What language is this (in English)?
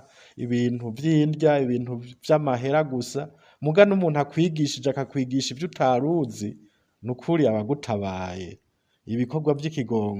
Rundi